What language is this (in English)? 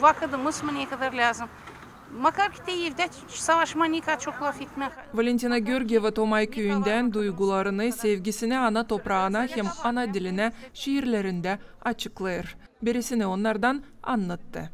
Gagauz